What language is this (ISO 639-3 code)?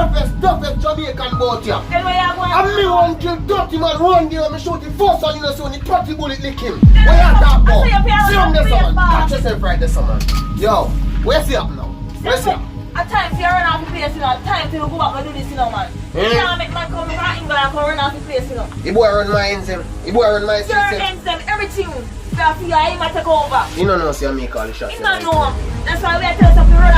jam